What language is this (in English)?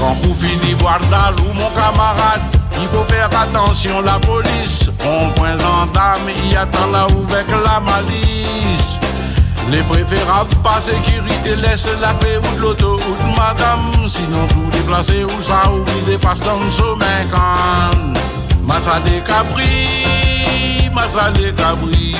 Réunion Creole French